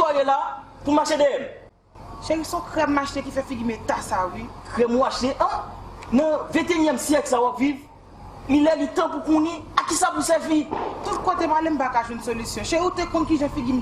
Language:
Haitian Creole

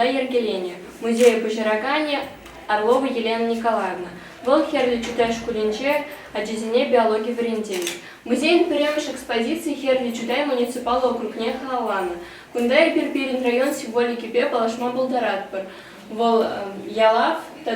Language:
Chuvash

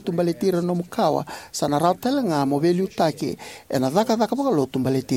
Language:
Fijian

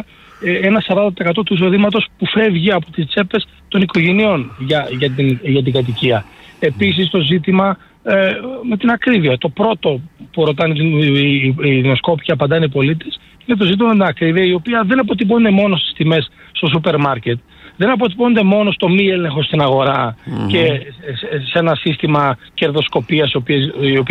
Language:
Greek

